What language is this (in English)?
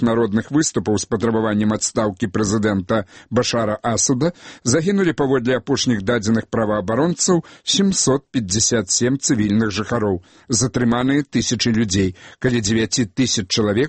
Belarusian